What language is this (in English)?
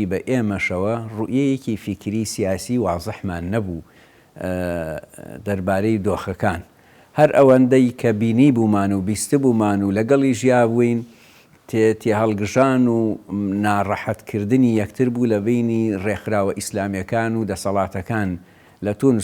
Central Kurdish